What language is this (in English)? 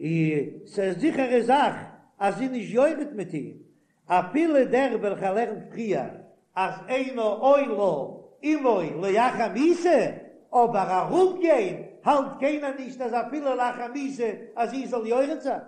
Yiddish